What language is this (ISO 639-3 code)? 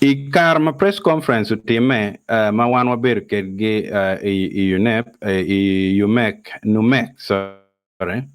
ach